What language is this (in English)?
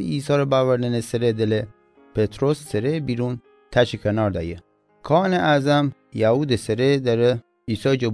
Mazanderani